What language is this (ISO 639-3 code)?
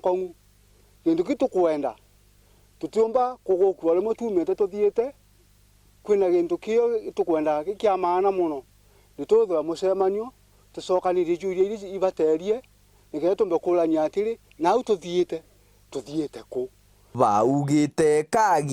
mer